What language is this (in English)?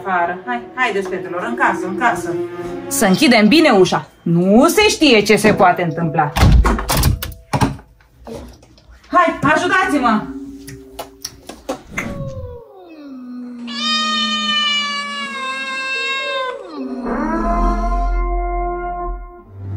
Romanian